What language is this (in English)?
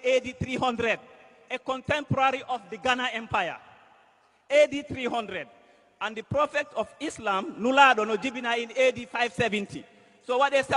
Fula